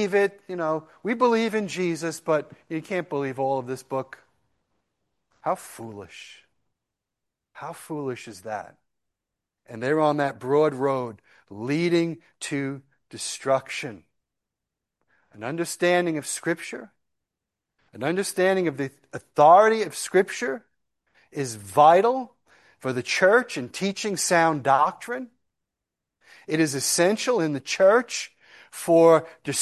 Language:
English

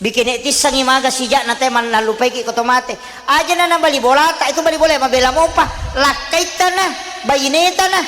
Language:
Buginese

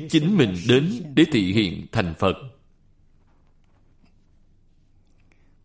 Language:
Vietnamese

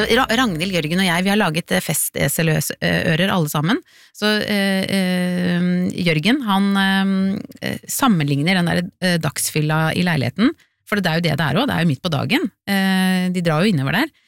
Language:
Norwegian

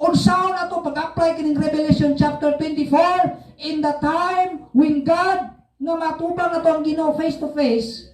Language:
Cebuano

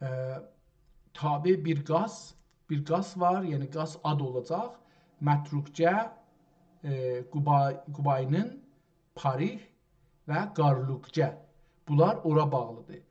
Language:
South Azerbaijani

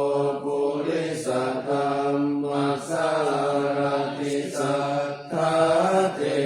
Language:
Pali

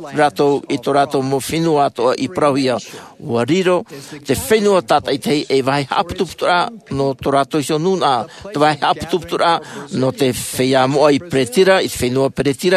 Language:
Tahitian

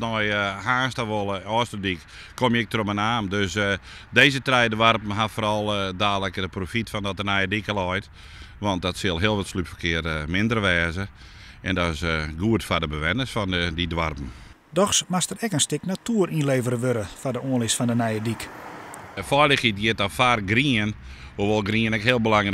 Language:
Western Frisian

